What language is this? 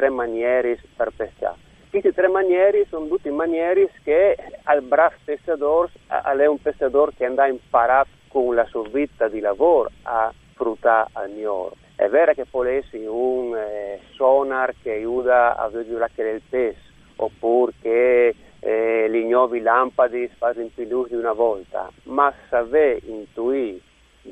Friulian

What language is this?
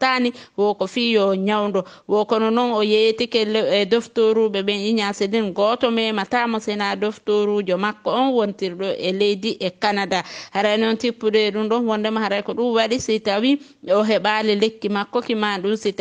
Fula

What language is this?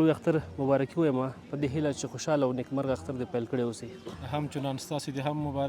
Pashto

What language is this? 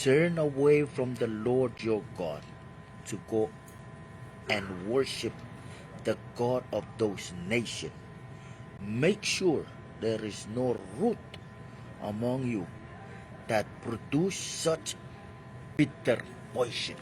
Pohnpeian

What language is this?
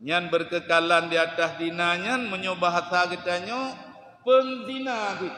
Achinese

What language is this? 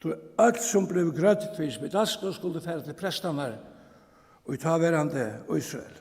Faroese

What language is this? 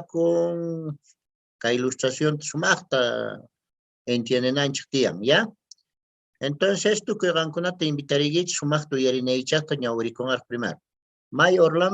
Quechua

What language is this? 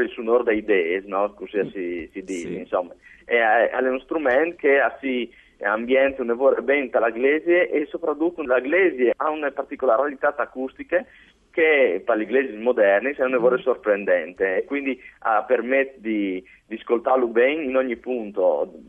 Friulian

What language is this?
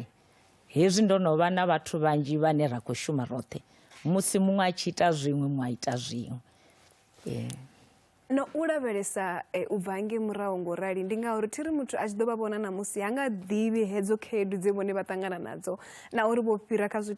Venda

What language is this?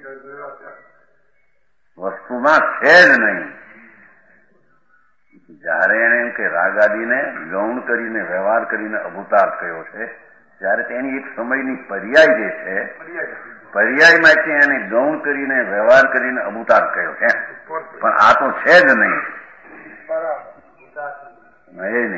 Gujarati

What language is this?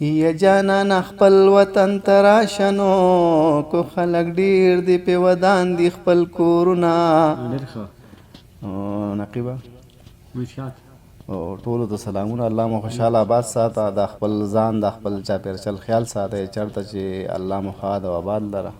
Pashto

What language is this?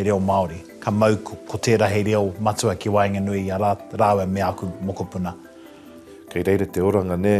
Māori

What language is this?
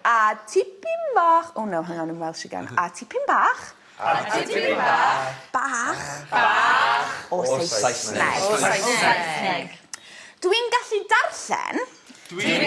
Welsh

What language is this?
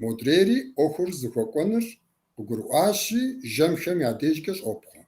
Kabardian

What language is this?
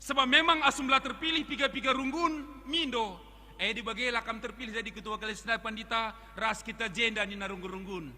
Batak Karo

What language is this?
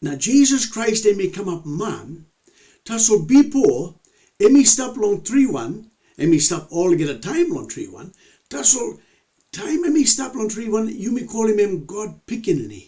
Tok Pisin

